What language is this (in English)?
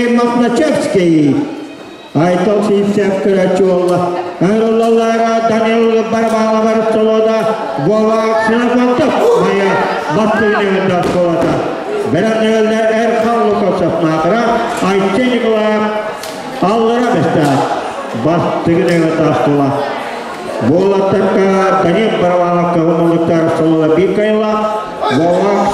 Yakut